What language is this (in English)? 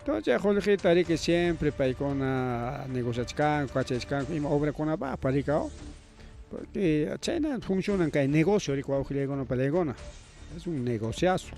Ayacucho Quechua